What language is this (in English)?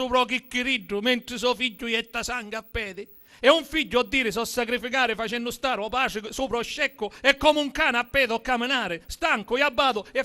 Sicilian